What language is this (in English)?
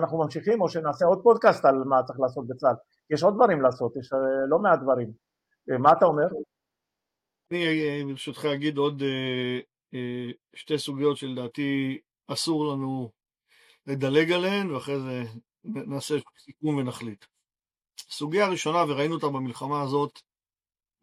Hebrew